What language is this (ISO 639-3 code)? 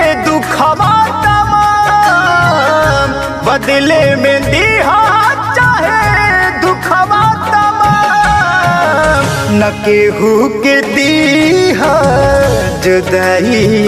bho